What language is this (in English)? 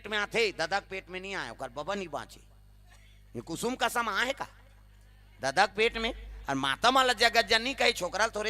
Chhattisgarhi